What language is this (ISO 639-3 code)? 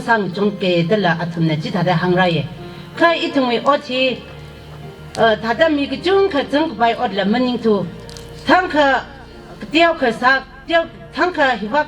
nmf